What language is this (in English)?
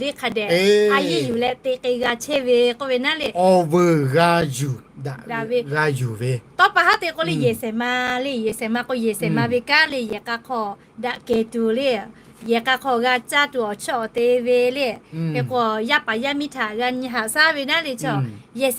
Lahu